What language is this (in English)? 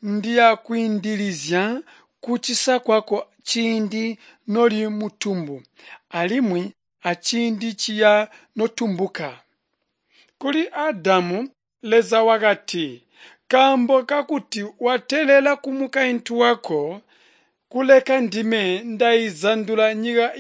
Tonga (Zambia)